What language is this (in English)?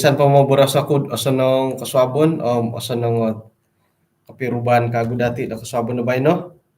Central Dusun